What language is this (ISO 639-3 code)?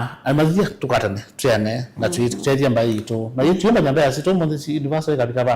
kam